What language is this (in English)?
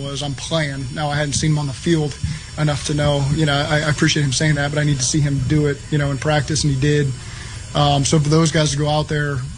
English